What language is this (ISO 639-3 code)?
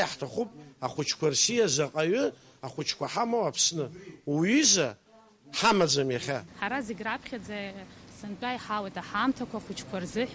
abk